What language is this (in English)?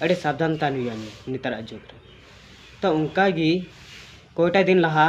Santali